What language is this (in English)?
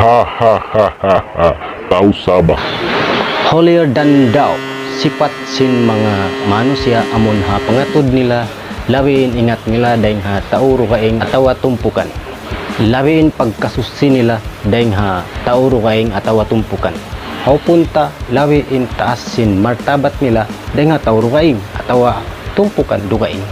Tausug